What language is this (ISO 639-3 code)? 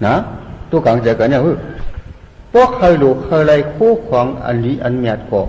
shn